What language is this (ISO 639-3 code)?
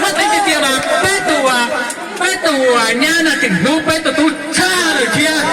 hmn